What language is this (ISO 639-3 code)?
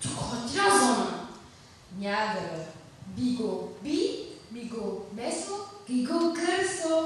zza